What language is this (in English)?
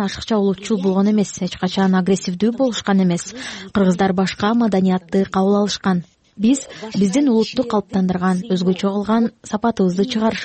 Kyrgyz